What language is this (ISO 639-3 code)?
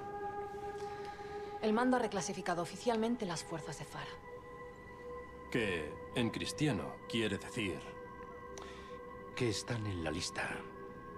spa